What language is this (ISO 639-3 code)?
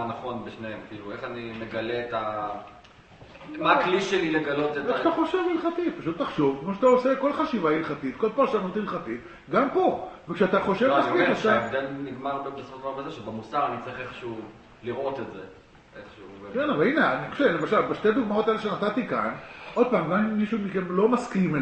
heb